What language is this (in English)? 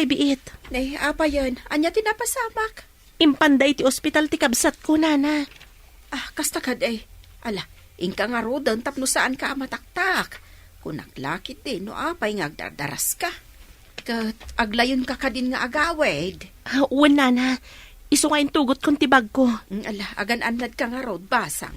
Iloko